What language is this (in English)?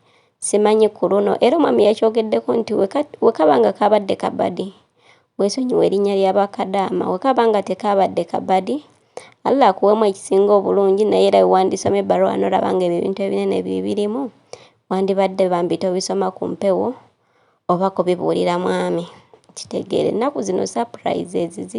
Ganda